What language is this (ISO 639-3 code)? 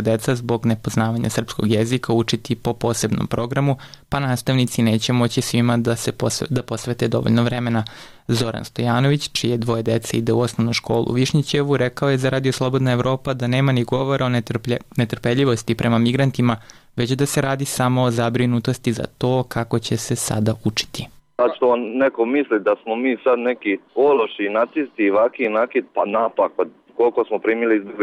srp